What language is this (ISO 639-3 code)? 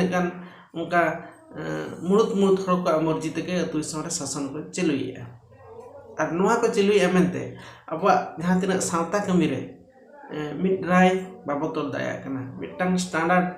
sat